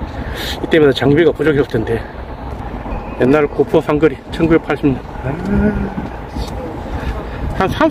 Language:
Korean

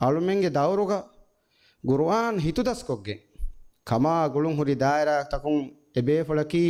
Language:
Divehi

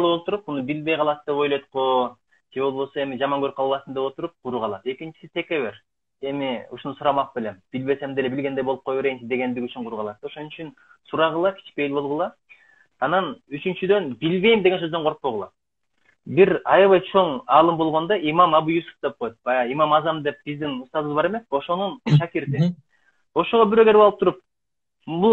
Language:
Kyrgyz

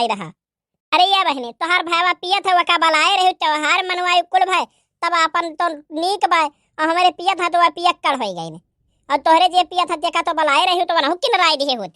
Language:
Awadhi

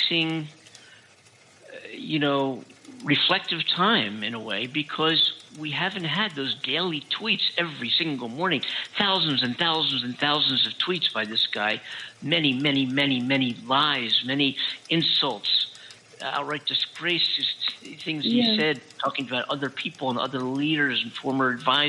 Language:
English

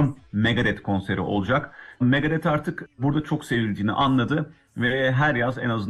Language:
Turkish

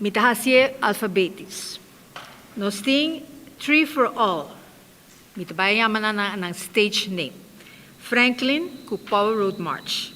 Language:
Papiamento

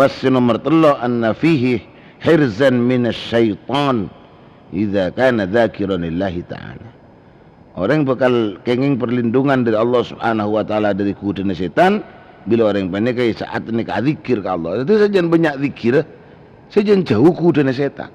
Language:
Madurese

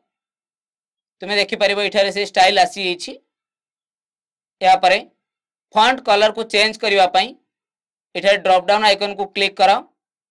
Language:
Odia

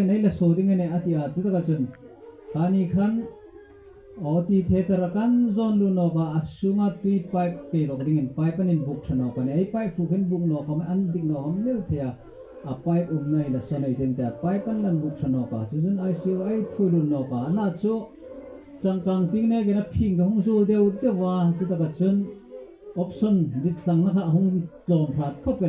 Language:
Hmar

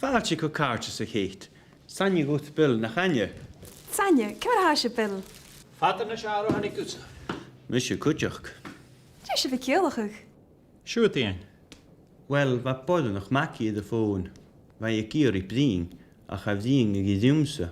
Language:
Scottish Gaelic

